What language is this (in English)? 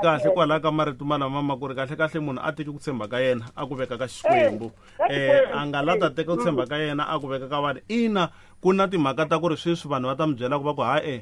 Tsonga